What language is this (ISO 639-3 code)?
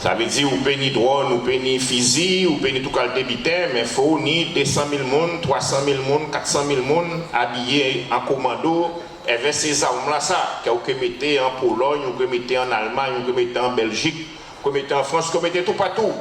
gcf